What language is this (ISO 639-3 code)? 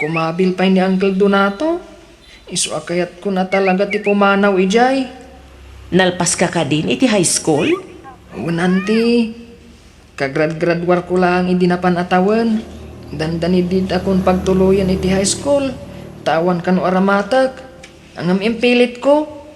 ilo